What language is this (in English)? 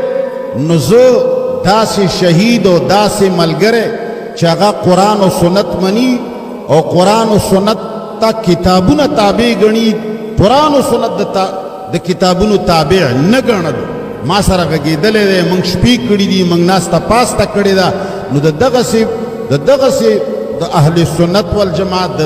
Pashto